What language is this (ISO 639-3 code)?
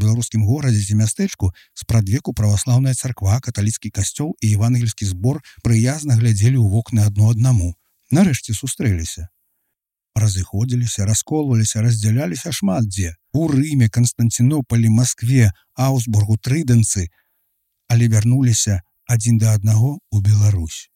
bel